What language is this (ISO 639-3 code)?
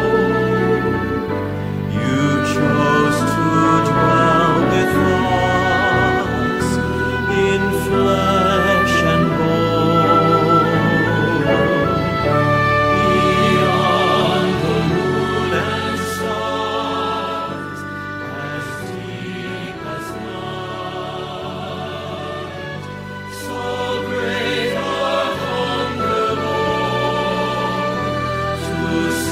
eng